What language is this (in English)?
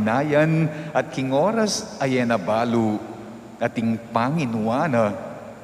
Pampanga